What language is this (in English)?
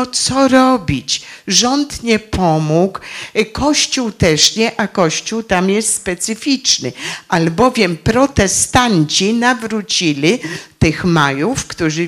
Polish